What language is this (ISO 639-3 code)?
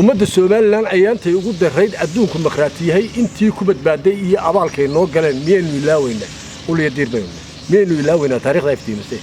som